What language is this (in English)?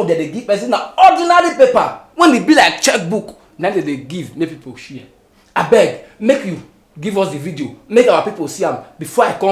Nigerian Pidgin